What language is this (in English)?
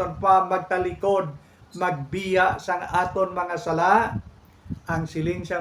Hiligaynon